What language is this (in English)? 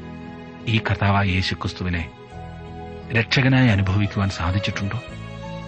Malayalam